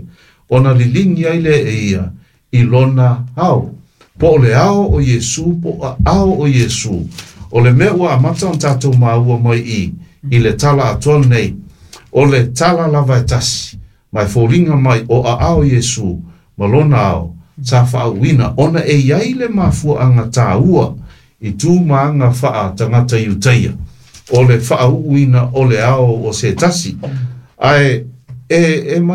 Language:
Samoan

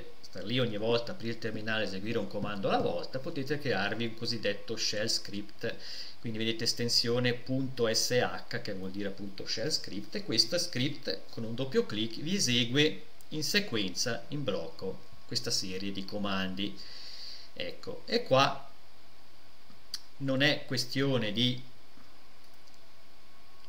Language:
Italian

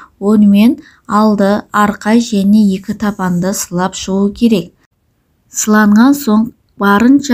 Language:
Kazakh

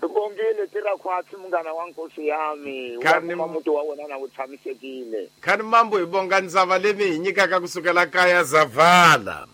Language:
Tsonga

